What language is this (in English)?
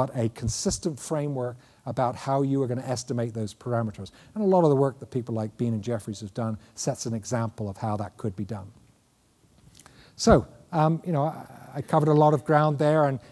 English